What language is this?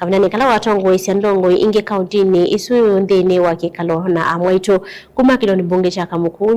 Kamba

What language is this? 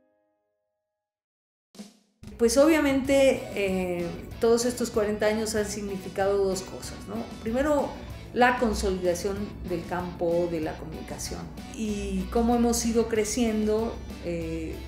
Spanish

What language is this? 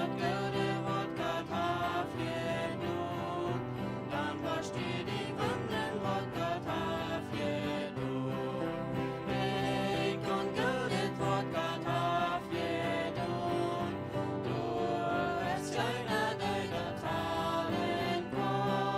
Plautdietsch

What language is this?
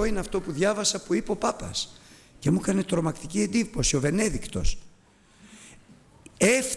Greek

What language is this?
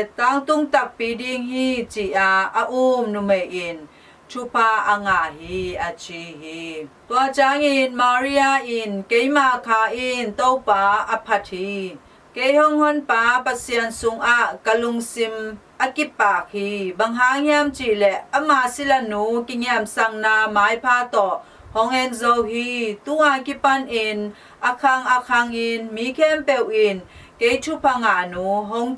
Tedim Chin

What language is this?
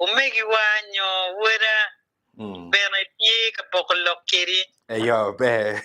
Acoli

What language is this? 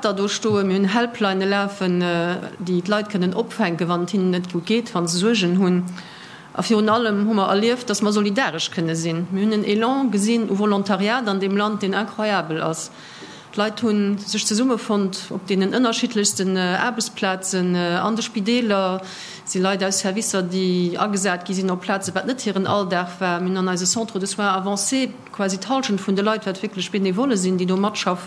Luxembourgish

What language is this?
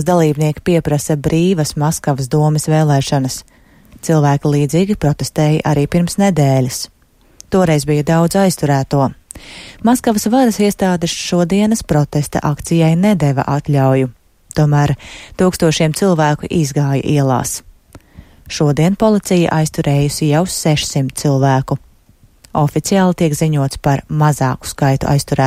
Latvian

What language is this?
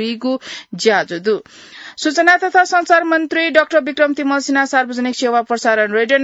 Newari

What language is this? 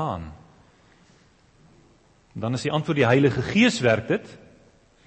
Afrikaans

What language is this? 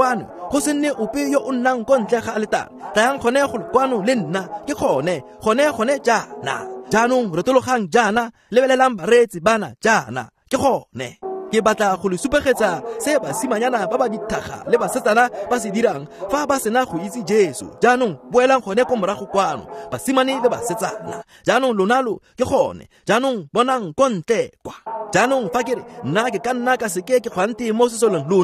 Tswana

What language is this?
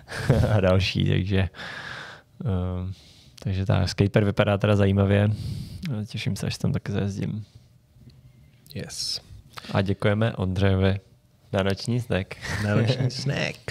Czech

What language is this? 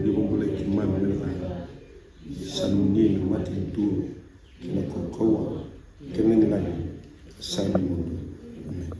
Fijian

